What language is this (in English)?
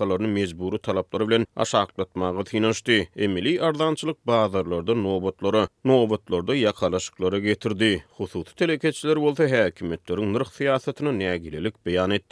Turkmen